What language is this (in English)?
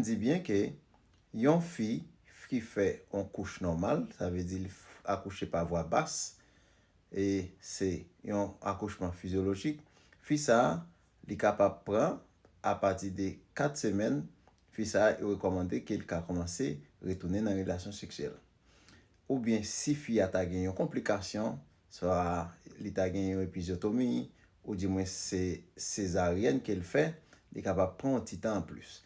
Haitian Creole